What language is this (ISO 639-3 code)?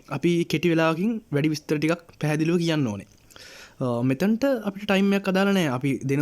sin